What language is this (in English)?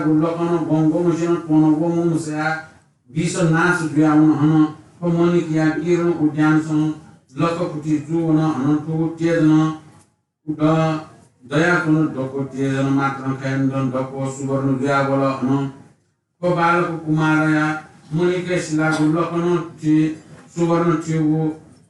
Newari